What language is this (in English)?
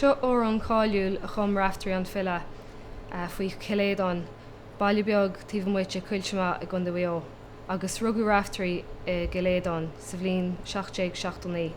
Irish